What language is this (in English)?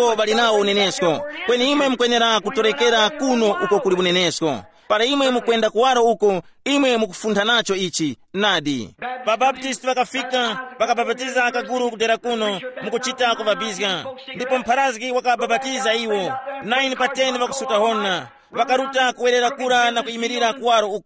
Tumbuka